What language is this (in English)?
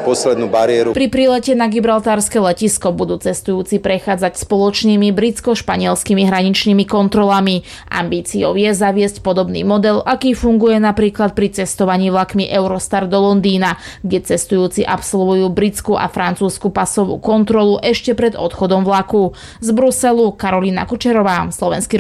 Slovak